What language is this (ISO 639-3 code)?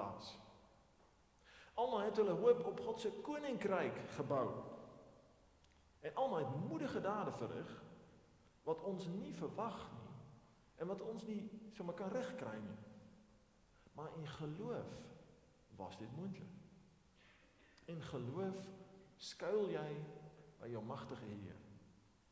afr